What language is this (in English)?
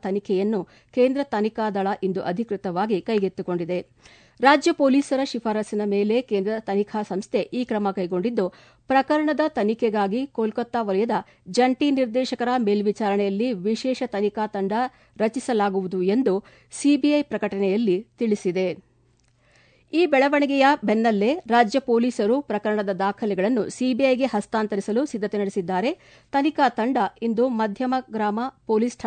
Kannada